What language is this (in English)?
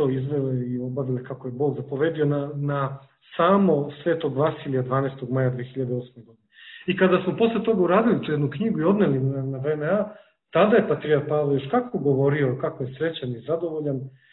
Serbian